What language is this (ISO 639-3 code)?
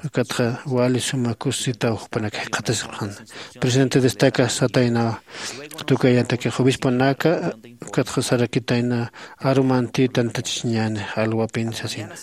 aym